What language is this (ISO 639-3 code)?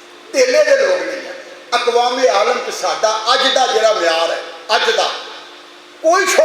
lah